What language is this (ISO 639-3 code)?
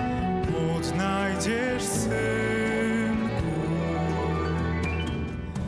pol